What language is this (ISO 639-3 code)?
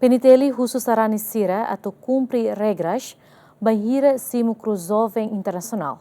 tet